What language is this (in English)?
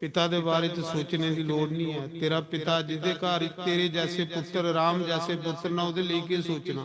Dogri